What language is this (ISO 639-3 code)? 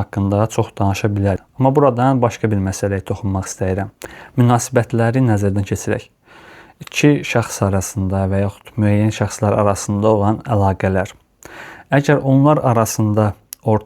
aze